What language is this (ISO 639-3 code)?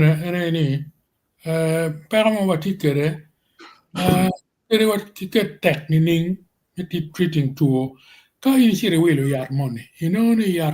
ach